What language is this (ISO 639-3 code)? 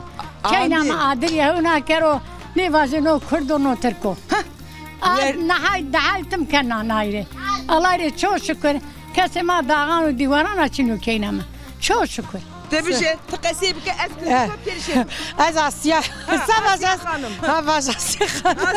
zza